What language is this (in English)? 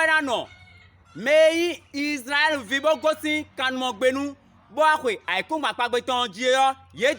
Fon